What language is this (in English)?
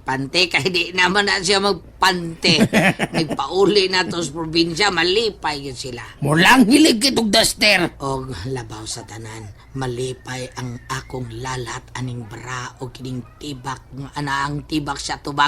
Cebuano